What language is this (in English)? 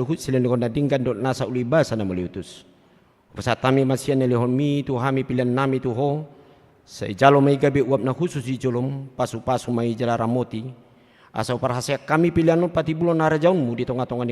Batak Toba